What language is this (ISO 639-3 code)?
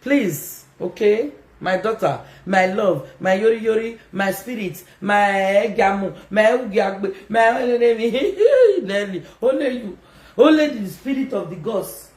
pcm